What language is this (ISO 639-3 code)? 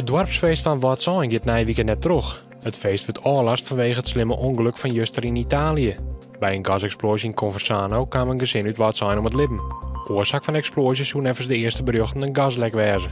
fry